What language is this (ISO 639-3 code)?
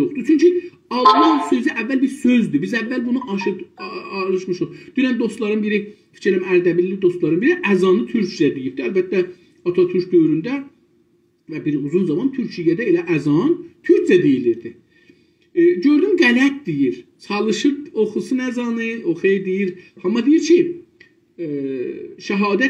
azb